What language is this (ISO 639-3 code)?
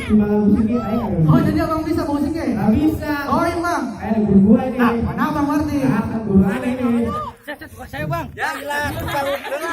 bew